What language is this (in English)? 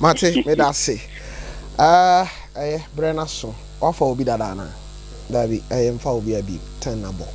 Akan